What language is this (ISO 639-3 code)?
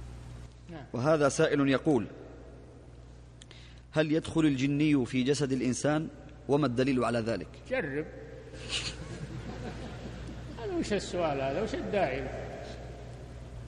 ara